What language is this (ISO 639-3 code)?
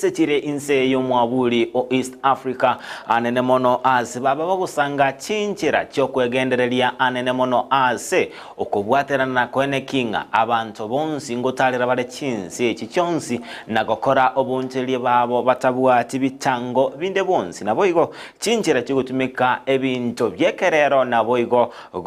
guz